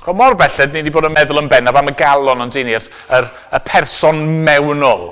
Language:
Welsh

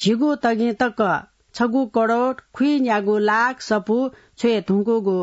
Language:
Newari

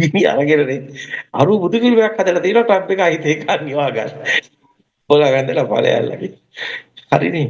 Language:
Sinhala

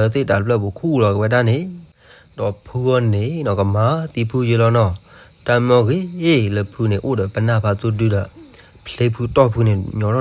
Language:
S'gaw Karen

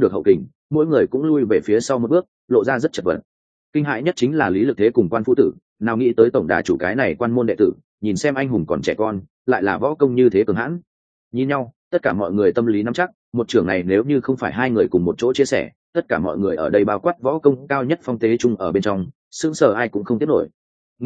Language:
Vietnamese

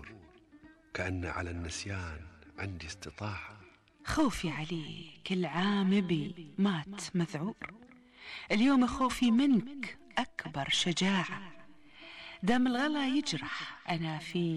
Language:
Gulf Arabic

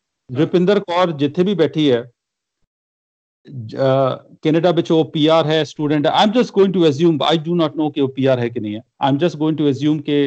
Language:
Punjabi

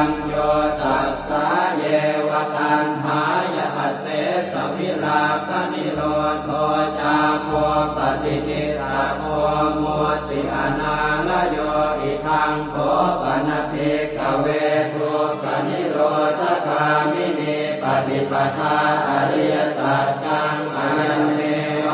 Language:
Pali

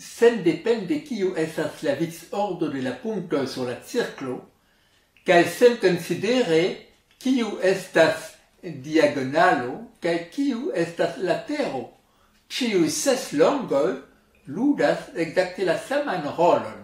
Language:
Esperanto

